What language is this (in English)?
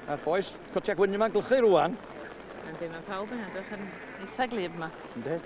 Welsh